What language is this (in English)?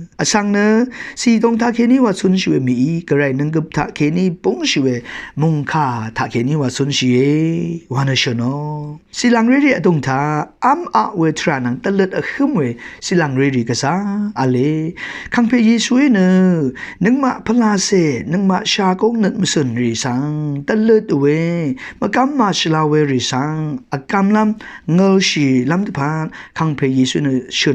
Rawang